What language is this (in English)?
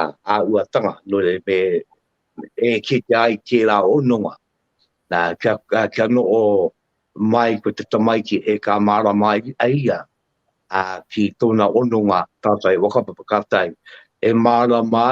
Māori